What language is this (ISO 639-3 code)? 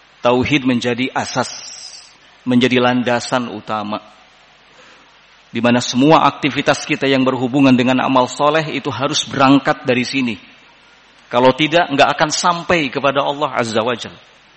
ind